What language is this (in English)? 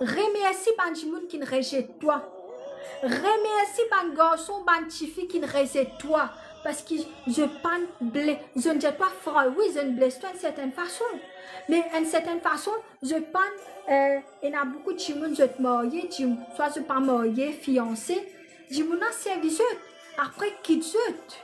Morisyen